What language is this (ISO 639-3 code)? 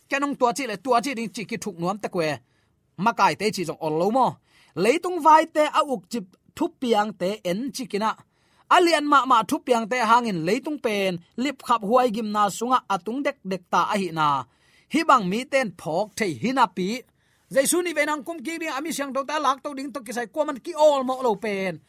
ctd